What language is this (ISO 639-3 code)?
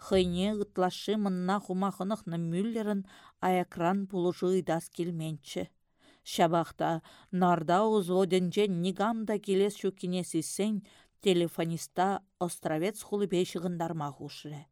chv